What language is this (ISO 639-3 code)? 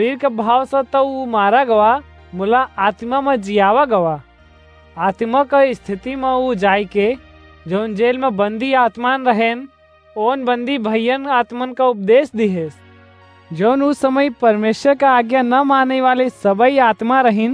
awa